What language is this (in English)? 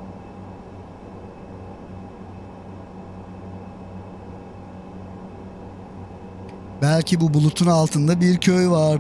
Turkish